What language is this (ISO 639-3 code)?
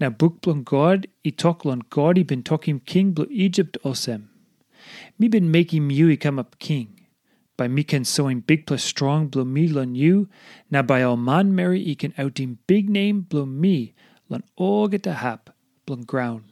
tpi